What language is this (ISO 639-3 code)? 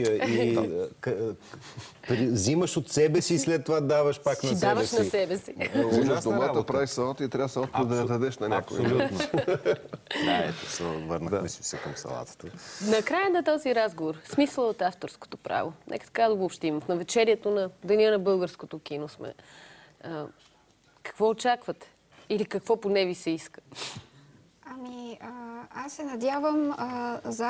bul